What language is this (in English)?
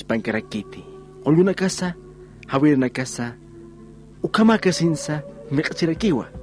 Aymara